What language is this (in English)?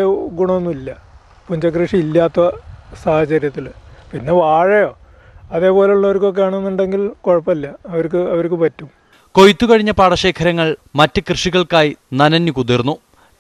Malayalam